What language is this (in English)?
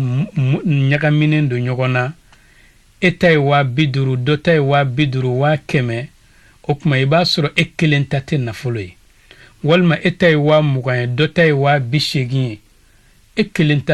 Bambara